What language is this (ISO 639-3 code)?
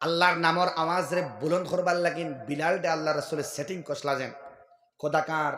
syl